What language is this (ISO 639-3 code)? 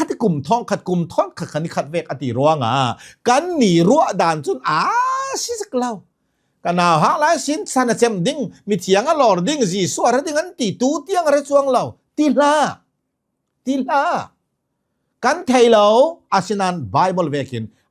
cnh